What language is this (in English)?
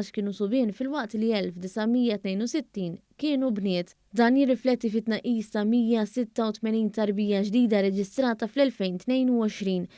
Maltese